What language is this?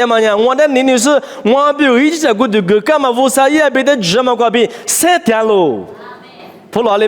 Lisu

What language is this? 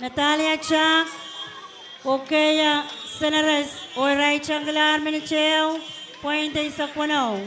Pohnpeian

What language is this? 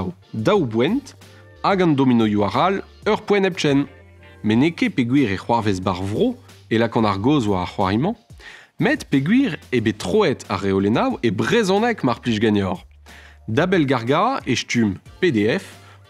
Breton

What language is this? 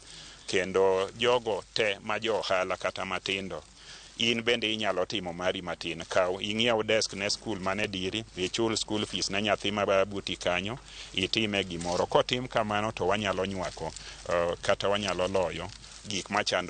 Luo (Kenya and Tanzania)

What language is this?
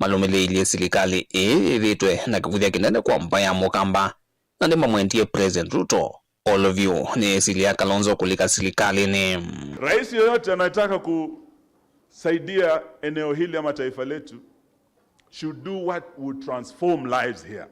Kamba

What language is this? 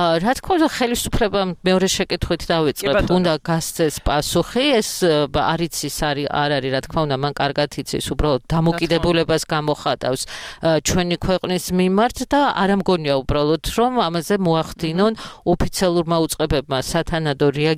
Georgian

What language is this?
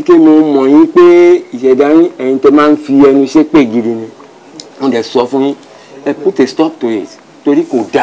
Yoruba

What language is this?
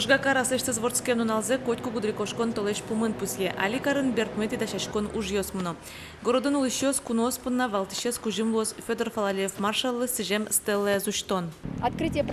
Udmurt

